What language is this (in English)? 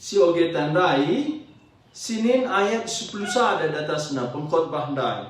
Batak Karo